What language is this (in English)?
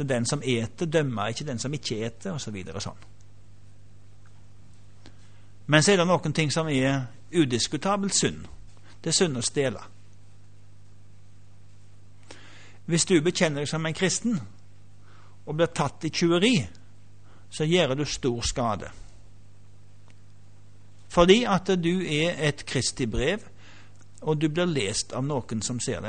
Norwegian